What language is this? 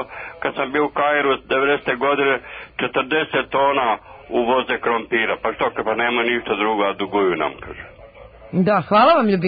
Serbian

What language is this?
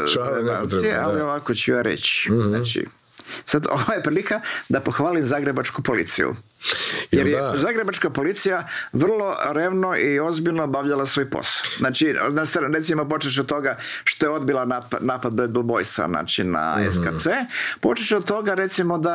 Croatian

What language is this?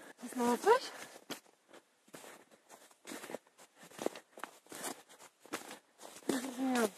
Polish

